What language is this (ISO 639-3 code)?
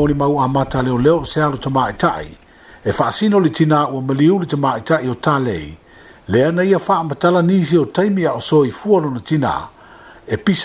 smo